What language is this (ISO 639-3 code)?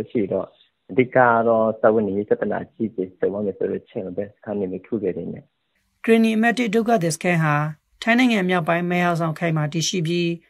mya